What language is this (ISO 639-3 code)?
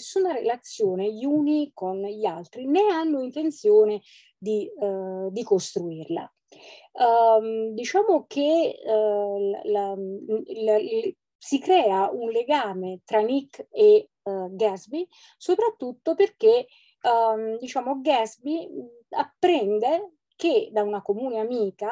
ita